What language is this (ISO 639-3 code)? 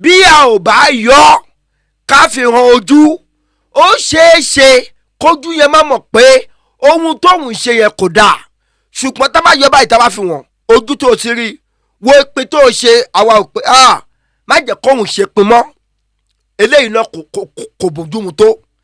yor